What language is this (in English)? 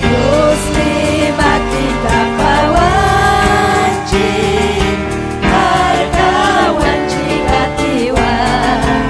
Ayacucho Quechua